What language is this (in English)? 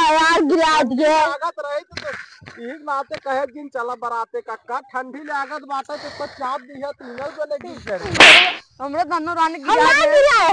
Awadhi